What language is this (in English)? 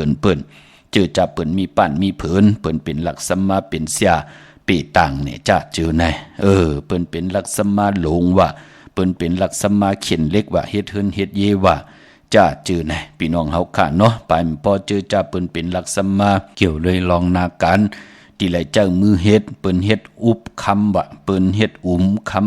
Shan